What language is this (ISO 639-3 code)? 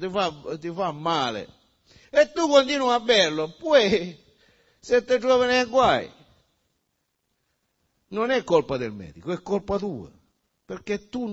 ita